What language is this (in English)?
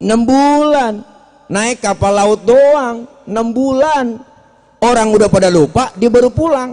Betawi